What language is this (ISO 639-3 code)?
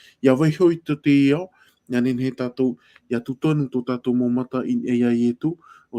tah